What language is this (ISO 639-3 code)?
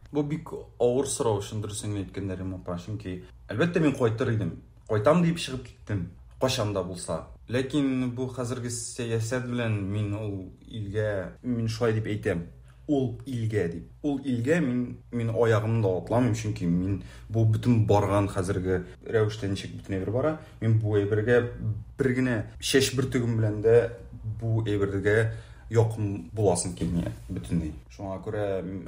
tat